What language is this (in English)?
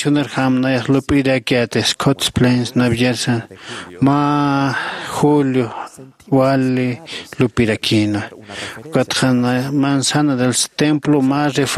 Aymara